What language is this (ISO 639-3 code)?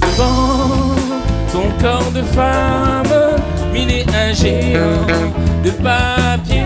rcf